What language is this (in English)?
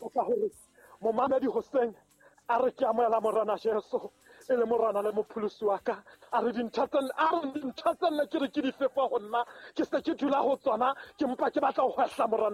Southern Sotho